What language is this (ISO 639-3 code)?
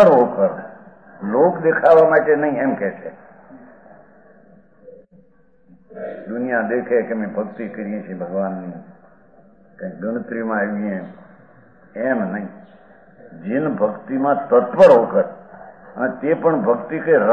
guj